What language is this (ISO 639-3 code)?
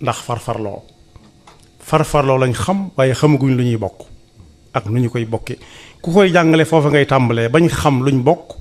wol